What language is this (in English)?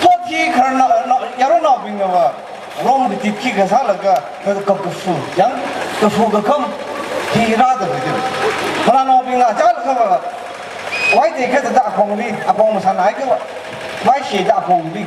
Tangkhul Naga (India)